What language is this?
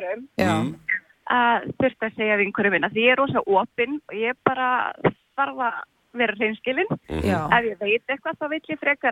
Icelandic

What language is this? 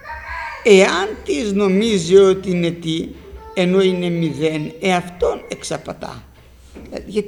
Greek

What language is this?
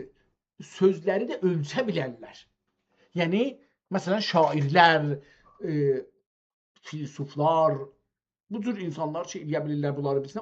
South Azerbaijani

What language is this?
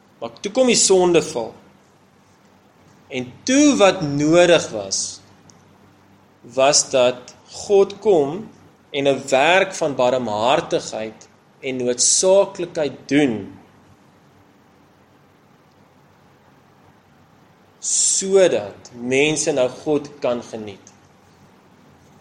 Afrikaans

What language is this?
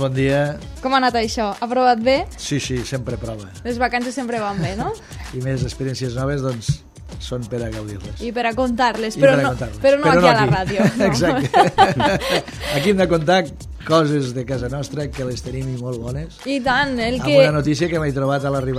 Catalan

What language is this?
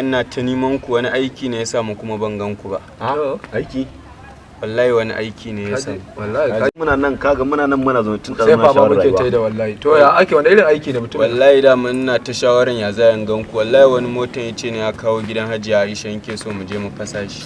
Hausa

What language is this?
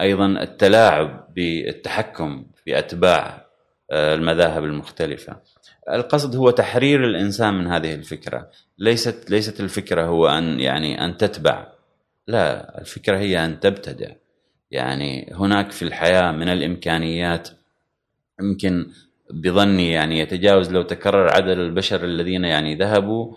Gulf Arabic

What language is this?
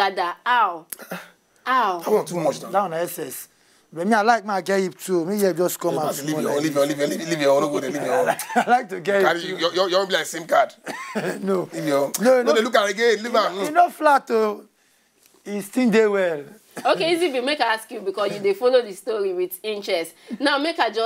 Nigerian Pidgin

